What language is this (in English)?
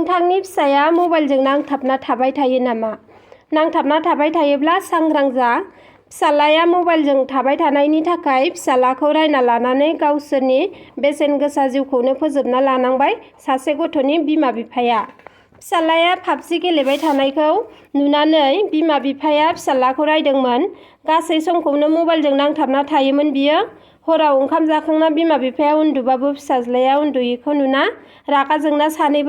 Bodo